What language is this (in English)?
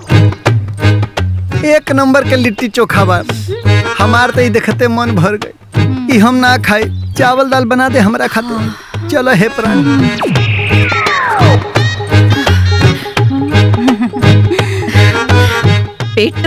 Bhojpuri